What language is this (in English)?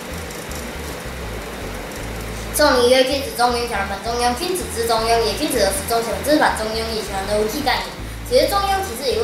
Literary Chinese